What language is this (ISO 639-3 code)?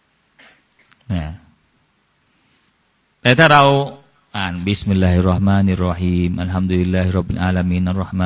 tha